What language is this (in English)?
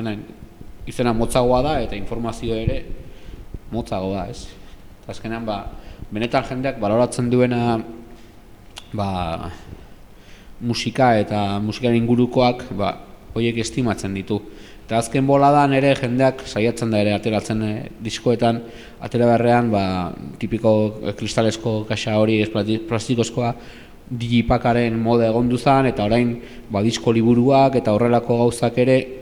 Basque